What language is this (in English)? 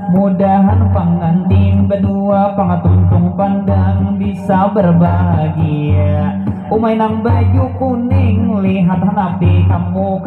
Banjar